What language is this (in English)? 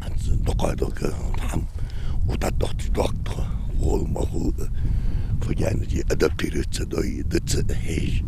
Ingush